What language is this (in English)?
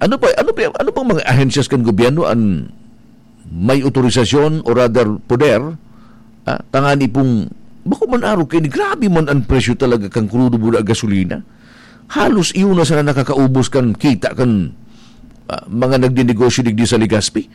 Bikol